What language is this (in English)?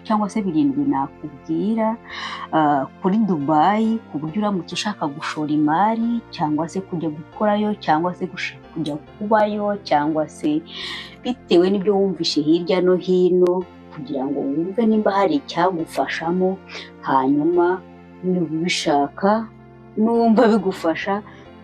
Kinyarwanda